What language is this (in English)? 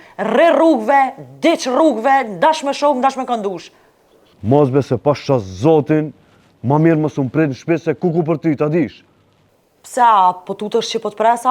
Albanian